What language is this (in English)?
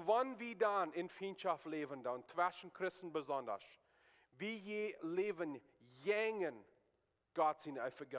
Plautdietsch